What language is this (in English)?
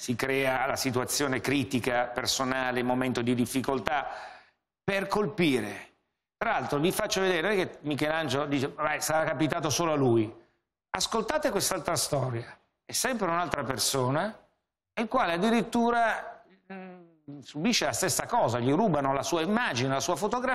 Italian